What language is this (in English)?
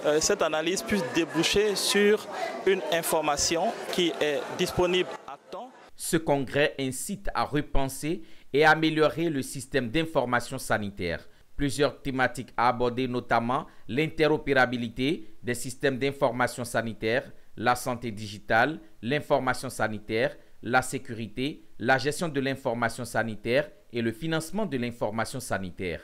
French